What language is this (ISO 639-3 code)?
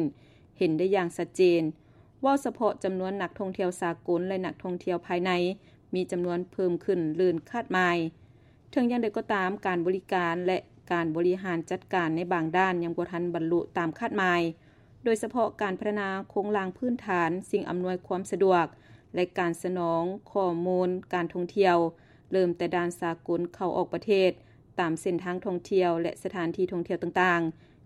lao